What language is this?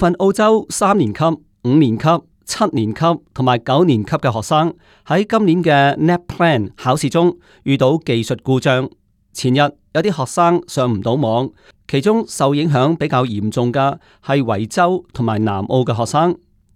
Cantonese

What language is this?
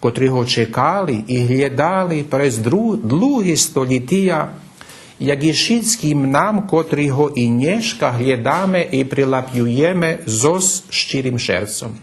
Rusyn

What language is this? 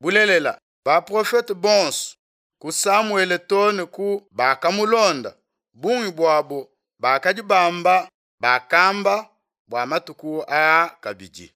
Luba-Lulua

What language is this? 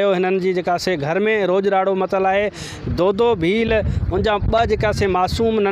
Sindhi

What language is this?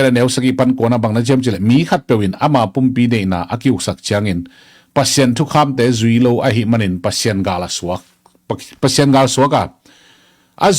Tedim Chin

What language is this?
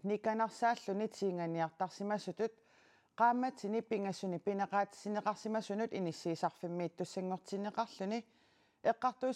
Kalaallisut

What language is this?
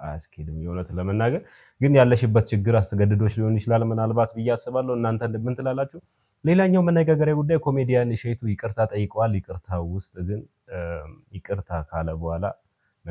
Amharic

